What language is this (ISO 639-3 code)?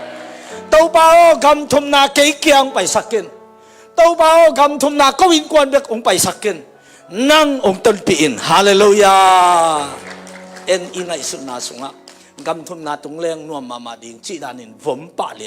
ctd